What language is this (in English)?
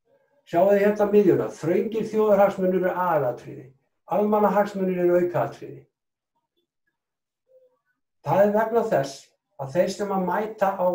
Icelandic